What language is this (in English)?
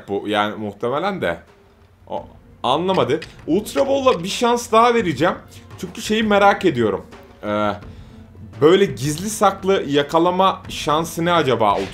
Turkish